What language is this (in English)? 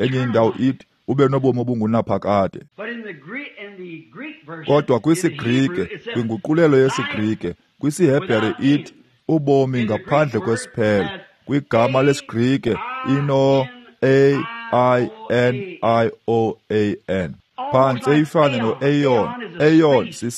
Xhosa